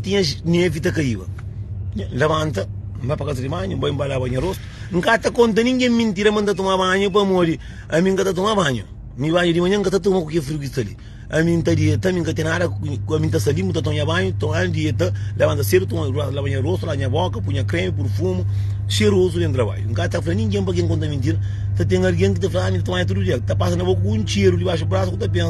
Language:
Kabuverdianu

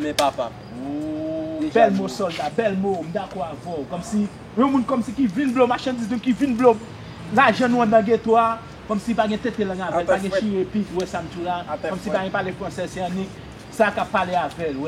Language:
Haitian Creole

